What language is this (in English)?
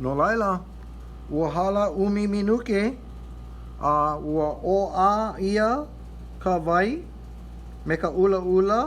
Hawaiian